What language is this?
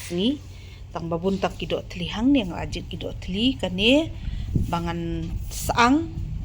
Khasi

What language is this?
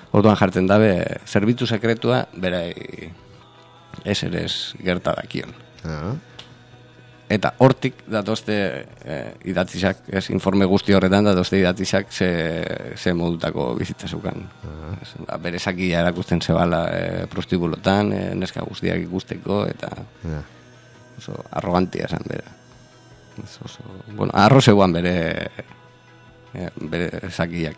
Basque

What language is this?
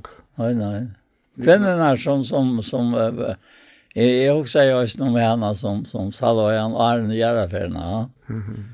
Faroese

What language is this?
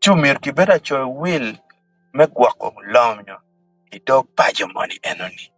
Acoli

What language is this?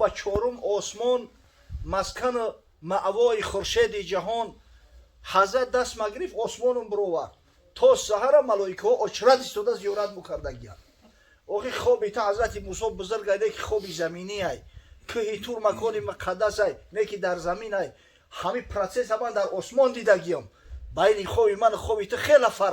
Tajik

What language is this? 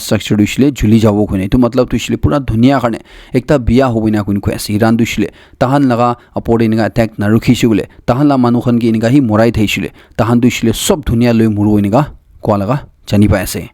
Naga Pidgin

